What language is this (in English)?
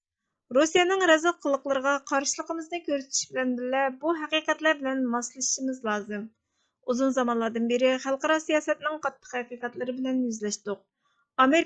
Uyghur